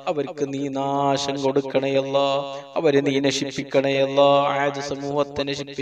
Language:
Malayalam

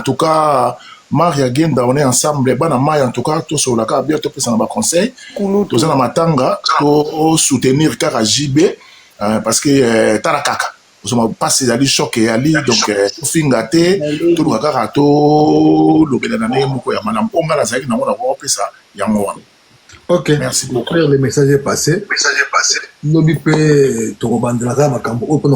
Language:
Lingala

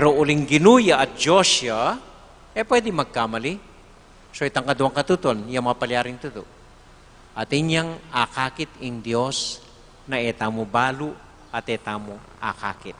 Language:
Pampanga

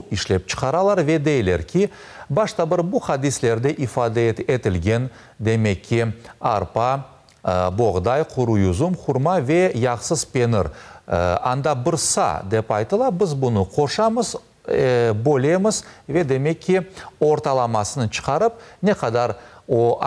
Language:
Crimean Tatar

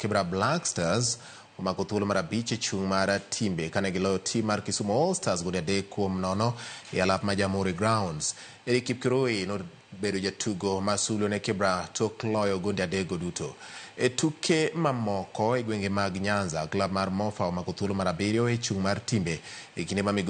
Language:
Luo (Kenya and Tanzania)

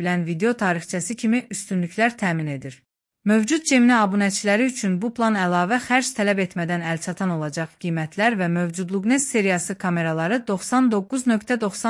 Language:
Azerbaijani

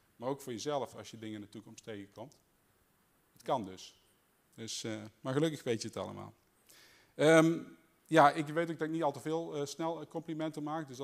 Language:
Dutch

